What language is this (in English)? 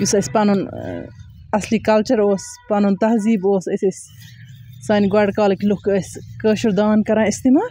Kashmiri